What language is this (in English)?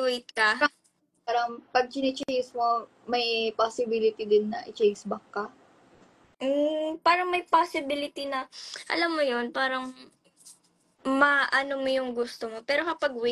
Filipino